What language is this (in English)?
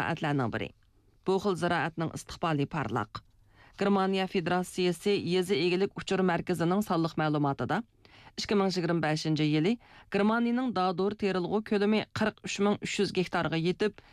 Uyghur